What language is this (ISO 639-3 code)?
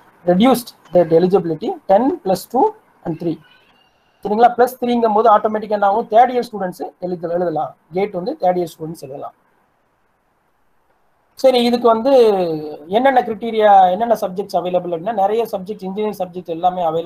tam